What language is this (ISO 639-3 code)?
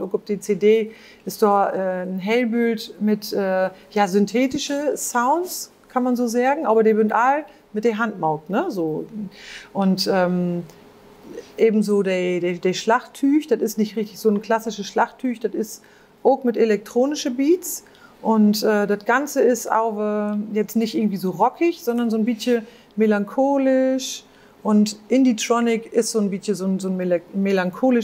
nds